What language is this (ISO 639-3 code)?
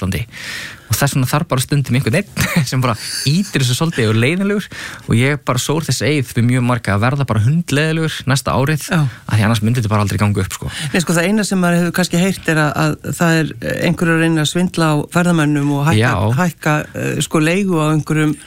isl